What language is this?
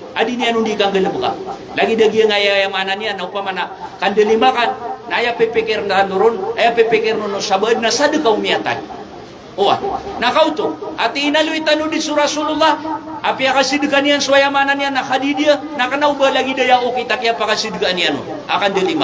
Maranao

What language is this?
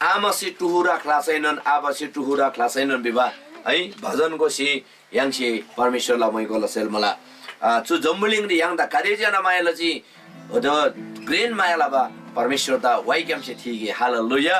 Eastern Tamang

